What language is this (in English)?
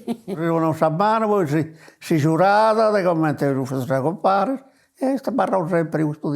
Sardinian